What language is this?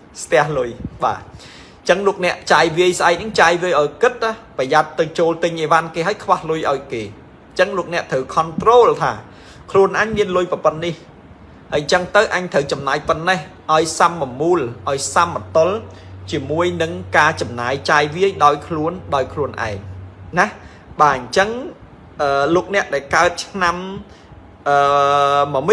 Khmer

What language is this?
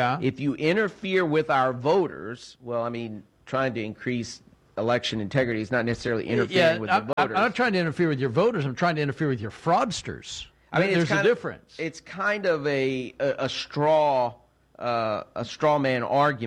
English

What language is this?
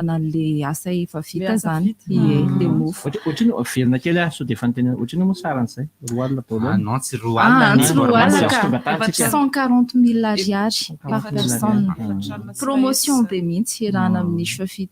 Malagasy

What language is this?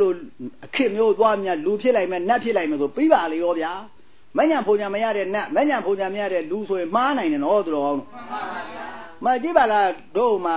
Burmese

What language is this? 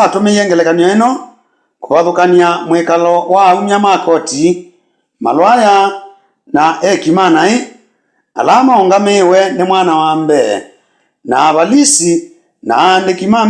Kamba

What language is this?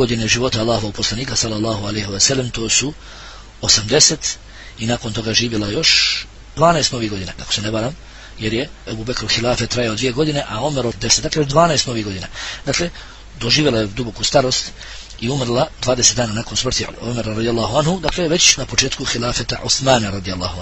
Bosnian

